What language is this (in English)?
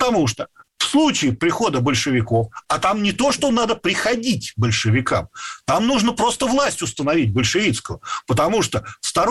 Russian